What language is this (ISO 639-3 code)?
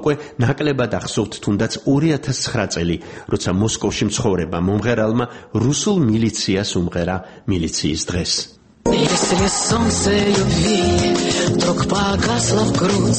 kat